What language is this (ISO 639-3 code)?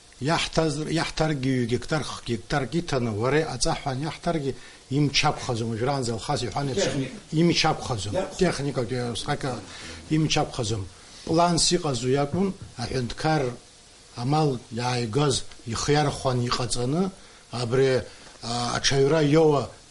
abk